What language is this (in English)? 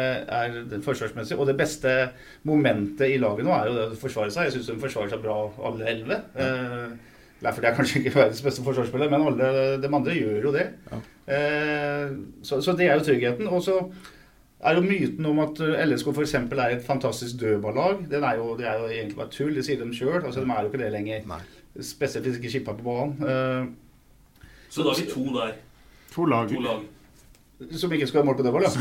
Norwegian